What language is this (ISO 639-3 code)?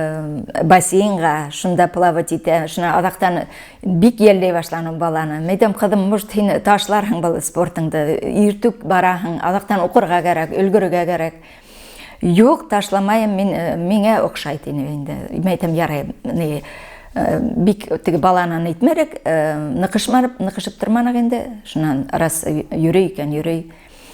bak